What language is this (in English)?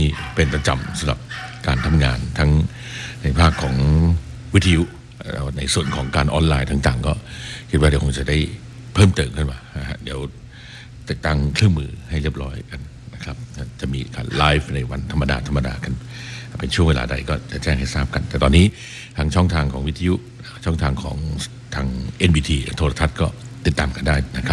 Thai